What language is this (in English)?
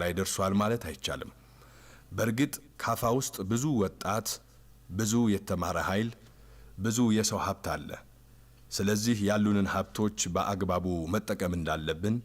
Amharic